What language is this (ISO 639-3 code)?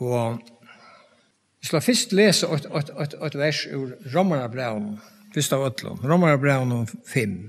fao